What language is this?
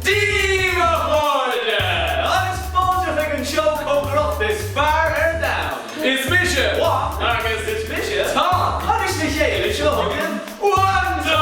Irish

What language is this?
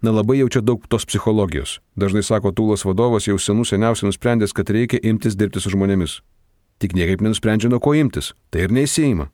Lithuanian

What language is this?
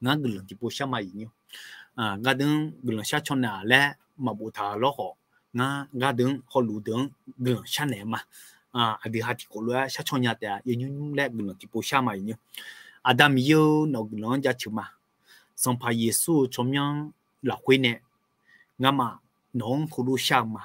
Akha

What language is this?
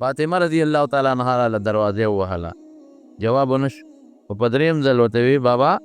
Pashto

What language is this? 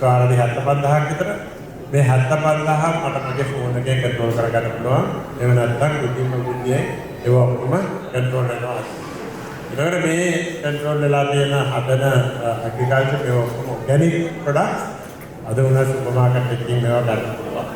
Sinhala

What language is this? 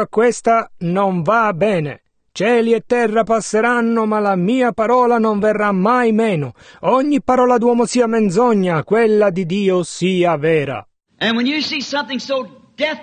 Italian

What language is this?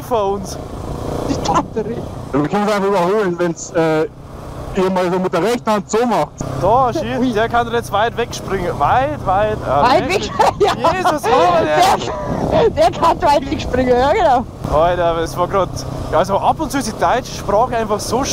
Bavarian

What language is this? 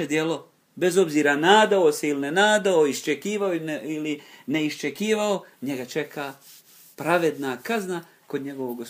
Bosnian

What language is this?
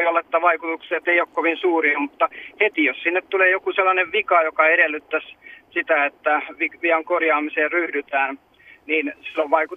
Finnish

